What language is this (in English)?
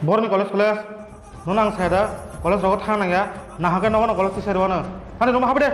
Kok Borok